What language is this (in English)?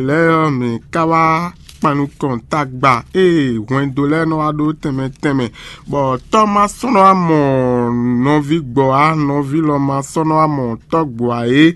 Fon